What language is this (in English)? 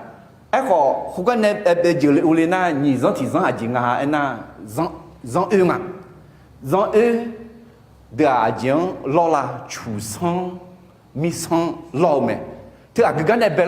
Akha